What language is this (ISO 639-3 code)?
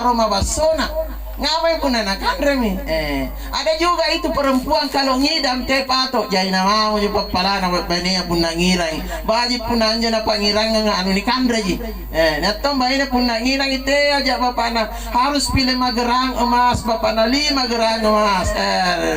mak